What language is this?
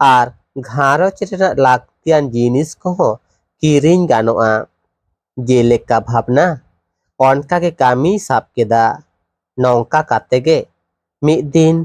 Santali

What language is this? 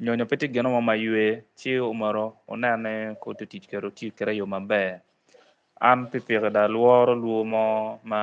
Acoli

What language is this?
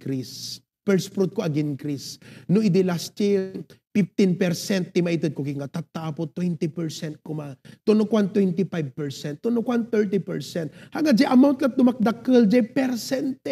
Iloko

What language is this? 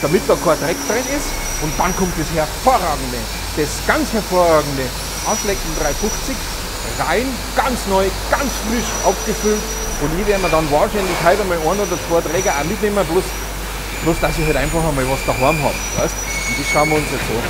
Bavarian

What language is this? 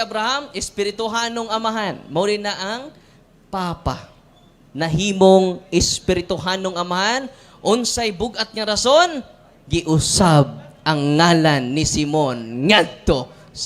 Cebuano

